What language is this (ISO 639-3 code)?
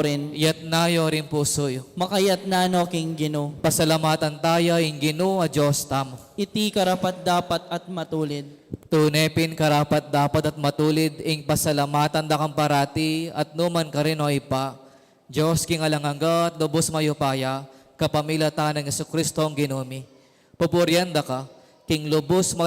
pam